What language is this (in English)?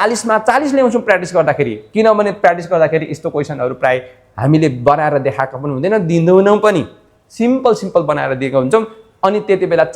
Nepali